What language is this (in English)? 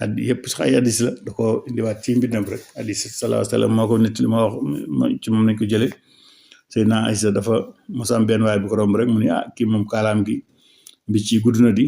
Wolof